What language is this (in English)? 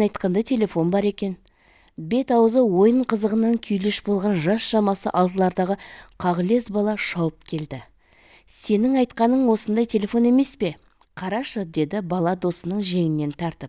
Kazakh